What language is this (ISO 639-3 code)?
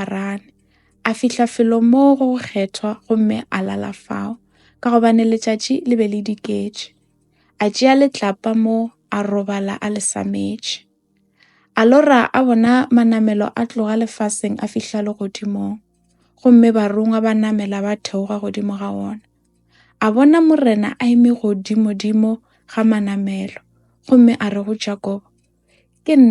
nso